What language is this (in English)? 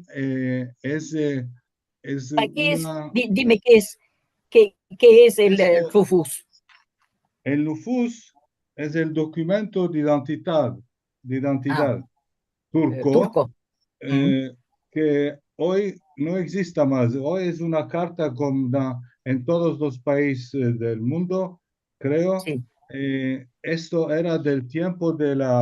Ladino